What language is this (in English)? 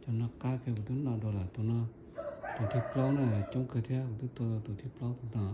Hmong